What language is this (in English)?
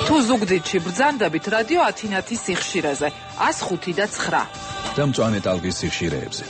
Georgian